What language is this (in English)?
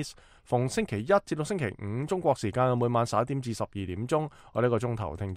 Cantonese